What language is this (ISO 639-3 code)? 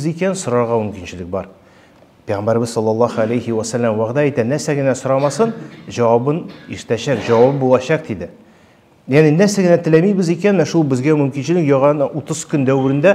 tat